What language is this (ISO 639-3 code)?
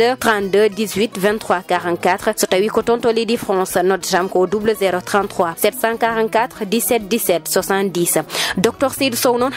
ful